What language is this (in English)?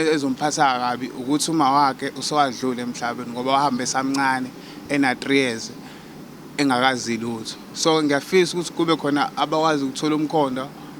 Zulu